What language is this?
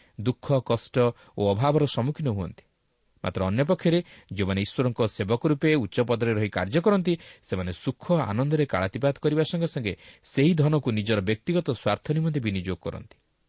Odia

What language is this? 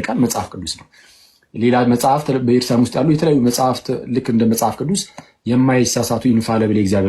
Amharic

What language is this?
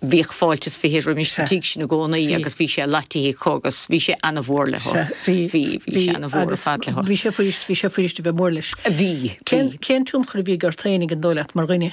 Irish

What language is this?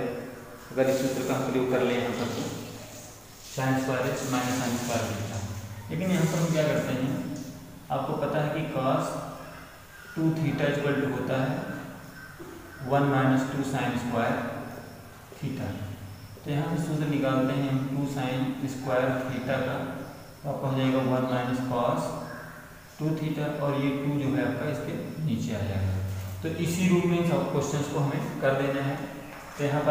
Hindi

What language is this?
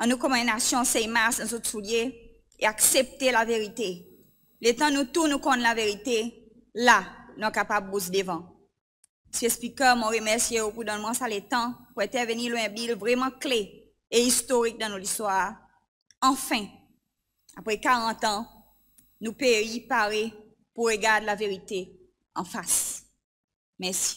Seselwa Creole French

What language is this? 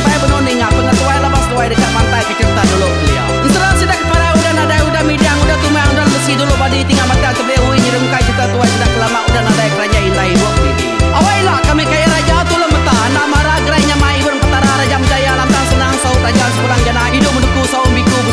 Iban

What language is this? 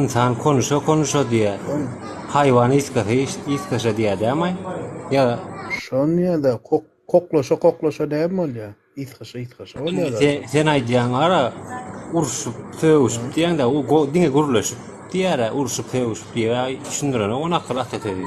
Turkmen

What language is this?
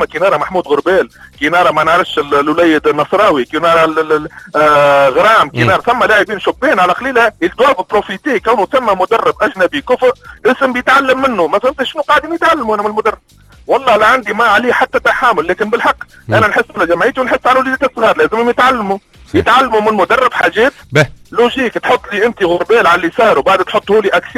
Tunisian Arabic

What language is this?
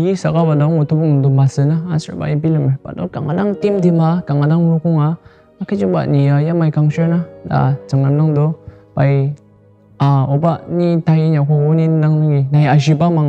Ao Naga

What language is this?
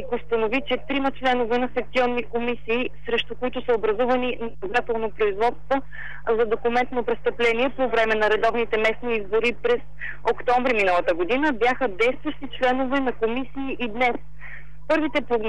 Bulgarian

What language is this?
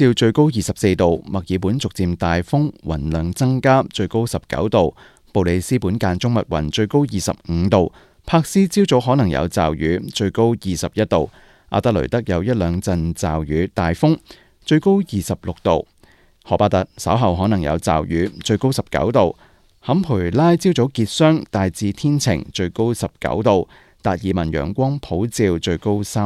Cantonese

